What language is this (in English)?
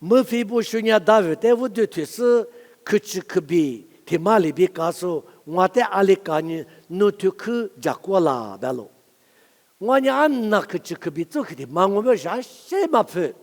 Lisu